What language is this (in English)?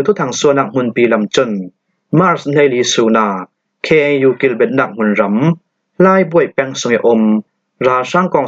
Falam Chin